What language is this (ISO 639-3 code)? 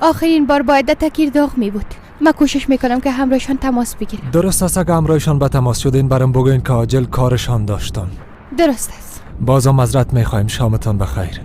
fas